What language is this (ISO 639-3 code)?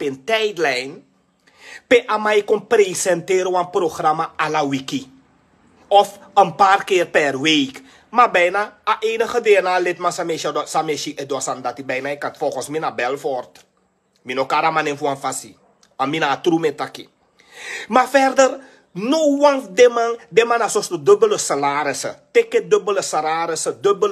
srn